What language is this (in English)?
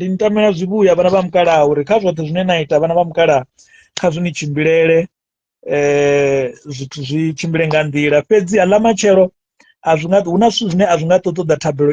Venda